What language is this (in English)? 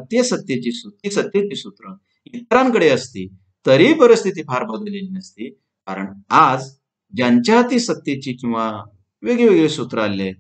Marathi